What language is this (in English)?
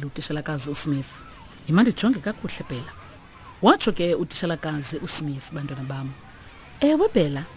Xhosa